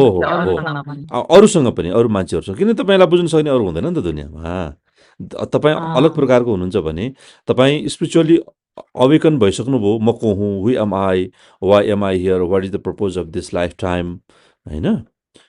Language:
Nepali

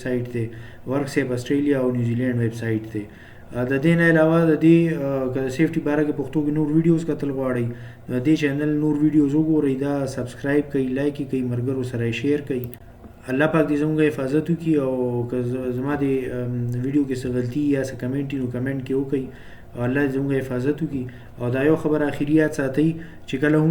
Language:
Pashto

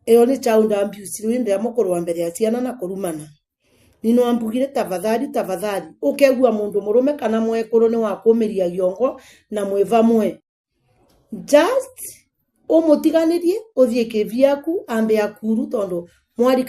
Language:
Meru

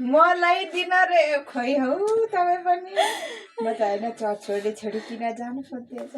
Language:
Nepali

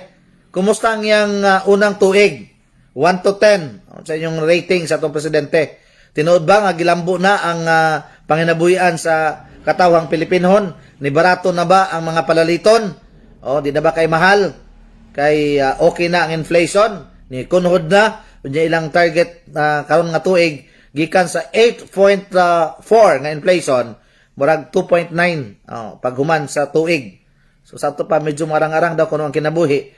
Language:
Cebuano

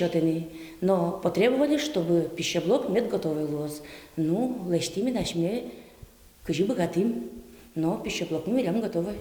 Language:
Udmurt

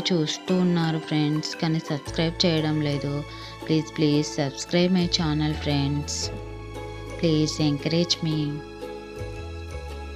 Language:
Telugu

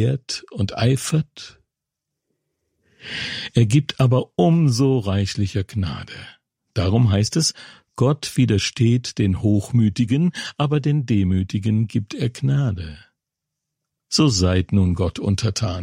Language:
German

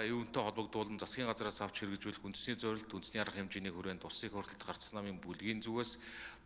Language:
Mongolian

